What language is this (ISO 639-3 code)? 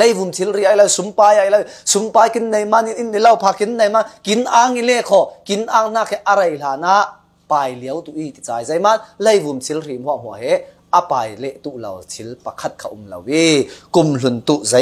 cfm